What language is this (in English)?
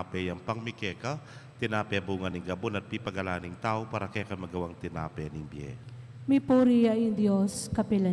Pampanga